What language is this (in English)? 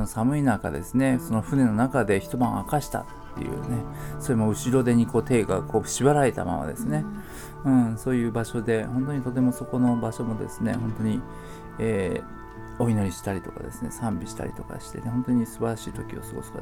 Japanese